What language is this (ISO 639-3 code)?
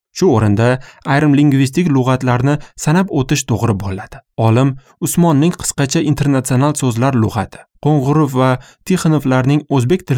uzb